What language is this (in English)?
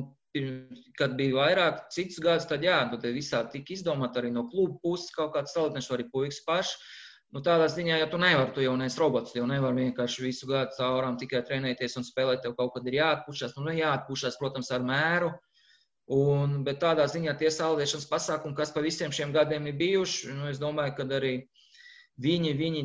Latvian